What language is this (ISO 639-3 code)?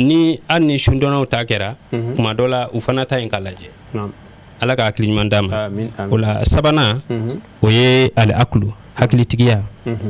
bam